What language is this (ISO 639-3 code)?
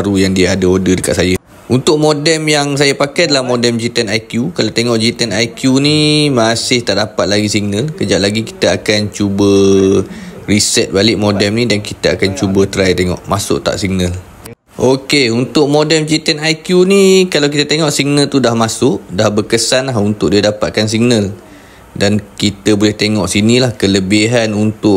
msa